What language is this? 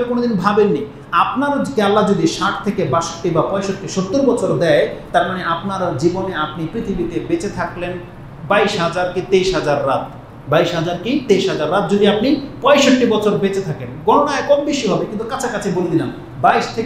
Bangla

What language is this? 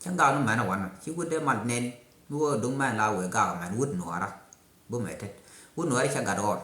Nuer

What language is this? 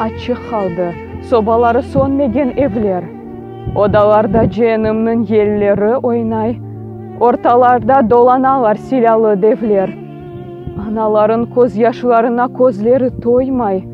Crimean Tatar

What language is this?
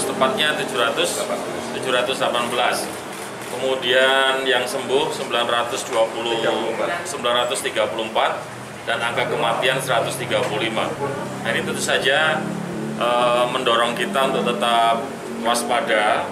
Indonesian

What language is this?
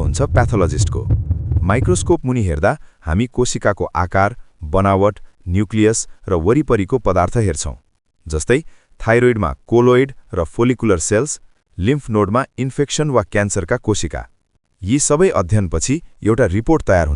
Nepali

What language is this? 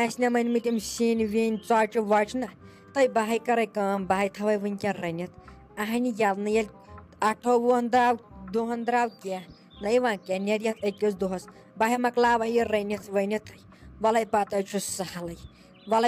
Kashmiri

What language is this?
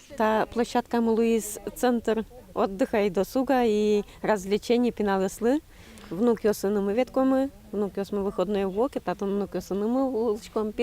Udmurt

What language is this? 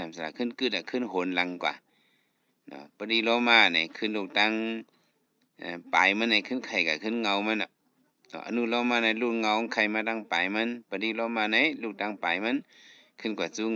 Shan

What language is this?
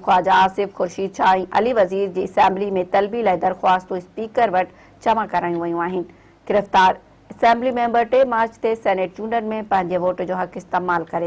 Sindhi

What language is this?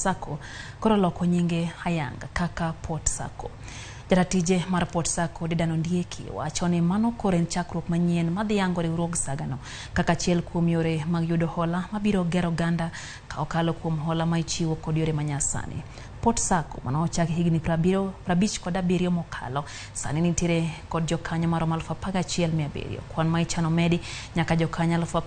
Luo (Kenya and Tanzania)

